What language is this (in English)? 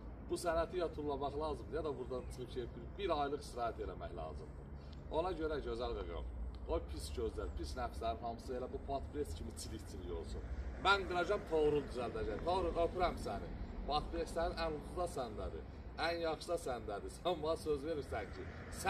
Azerbaijani